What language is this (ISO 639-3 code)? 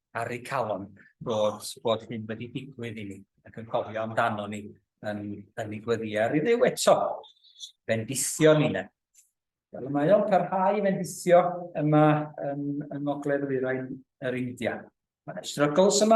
cym